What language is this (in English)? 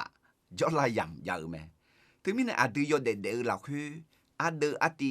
Akha